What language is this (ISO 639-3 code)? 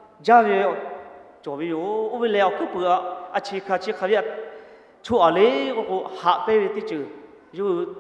lhu